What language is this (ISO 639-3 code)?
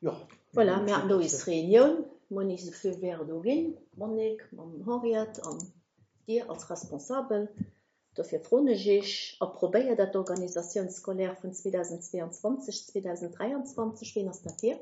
ltz